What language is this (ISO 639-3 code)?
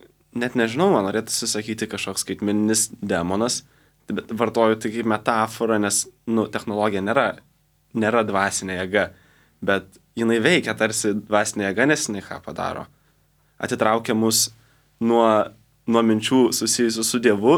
lit